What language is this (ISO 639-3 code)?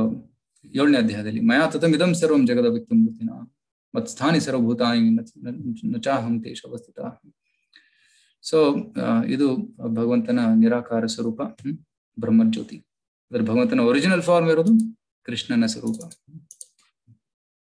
kan